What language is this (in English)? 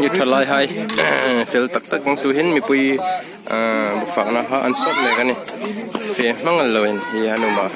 Hmar